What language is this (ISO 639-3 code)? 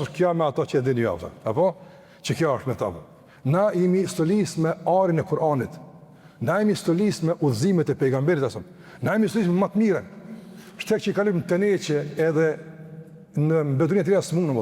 sqi